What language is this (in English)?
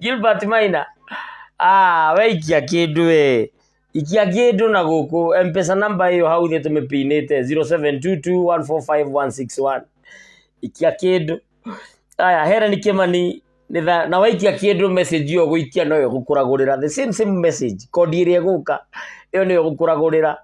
Kikuyu